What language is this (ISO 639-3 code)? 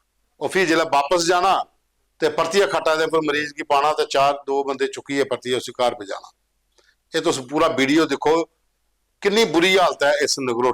doi